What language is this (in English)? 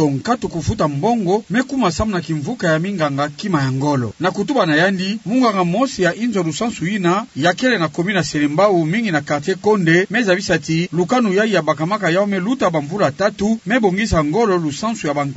Kituba (Democratic Republic of Congo)